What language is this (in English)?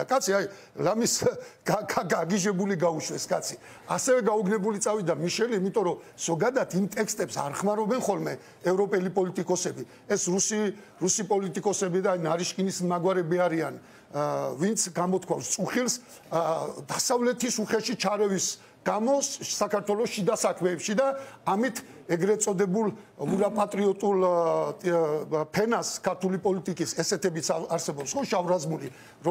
Georgian